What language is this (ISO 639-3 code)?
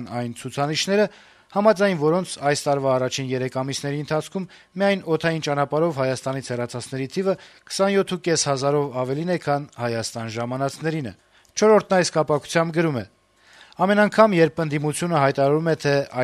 hye